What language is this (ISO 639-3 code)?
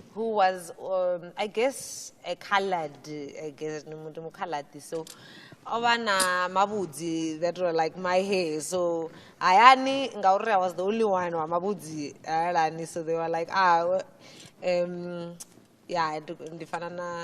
ven